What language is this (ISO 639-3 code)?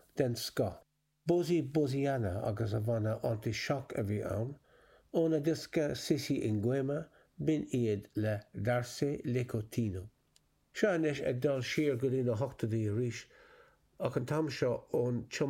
gle